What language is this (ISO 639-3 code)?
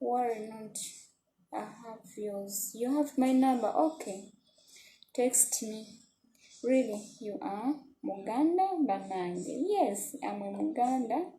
lug